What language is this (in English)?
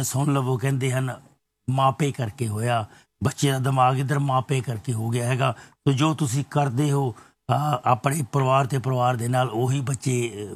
Punjabi